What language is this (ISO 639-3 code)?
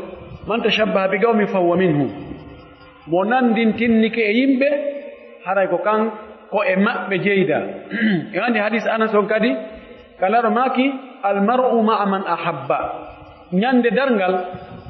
fuf